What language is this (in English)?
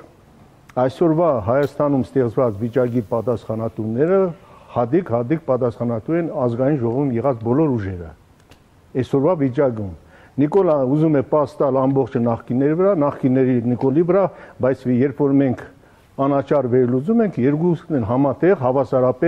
Armenian